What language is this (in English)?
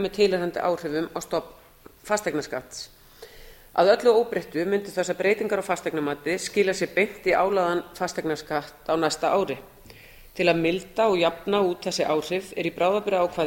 Icelandic